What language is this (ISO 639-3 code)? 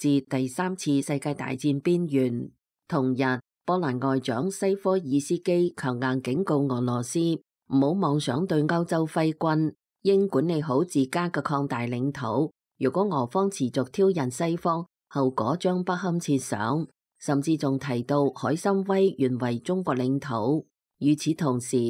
yue